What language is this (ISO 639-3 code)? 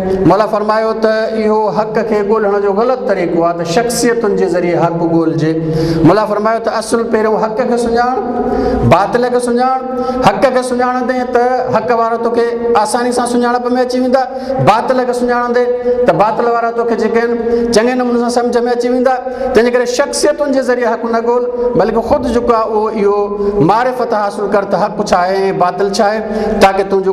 snd